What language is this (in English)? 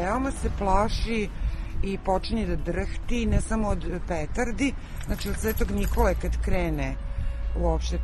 Serbian